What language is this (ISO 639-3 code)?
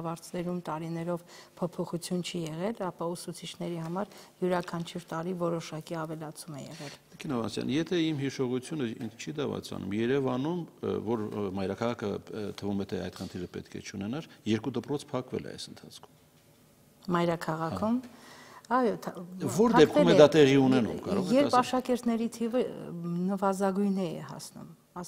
hye